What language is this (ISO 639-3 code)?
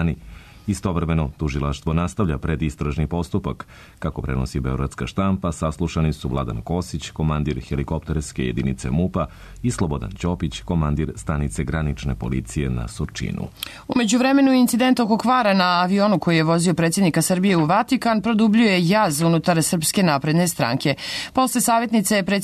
srp